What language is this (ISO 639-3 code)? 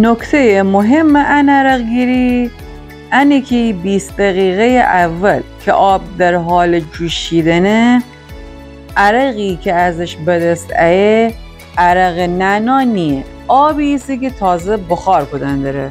glk